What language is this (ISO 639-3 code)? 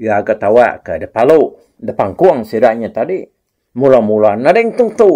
iba